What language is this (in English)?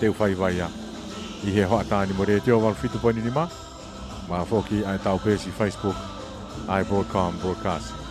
Tongan